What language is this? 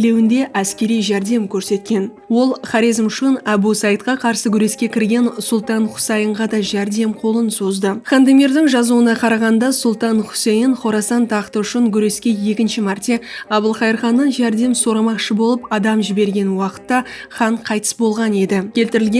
Kara-Kalpak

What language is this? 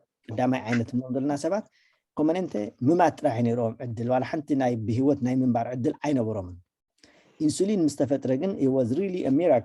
Tigrinya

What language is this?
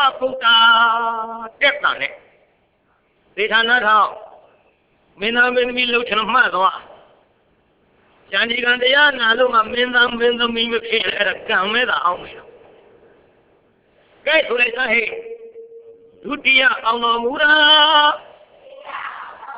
Burmese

